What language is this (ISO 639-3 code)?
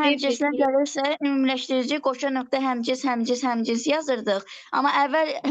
aze